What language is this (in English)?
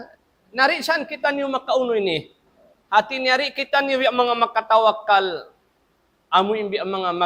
Tausug